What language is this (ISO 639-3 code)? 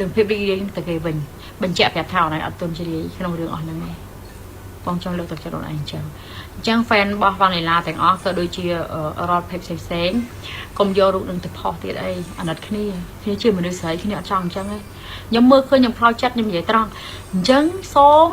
khm